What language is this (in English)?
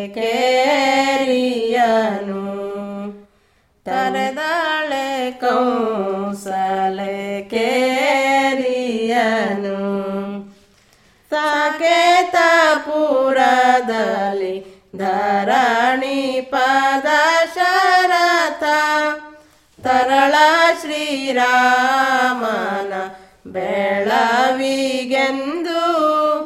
Kannada